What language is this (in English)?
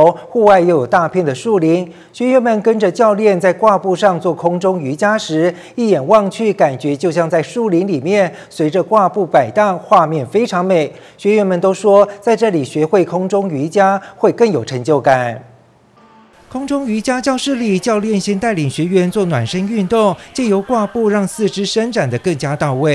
Chinese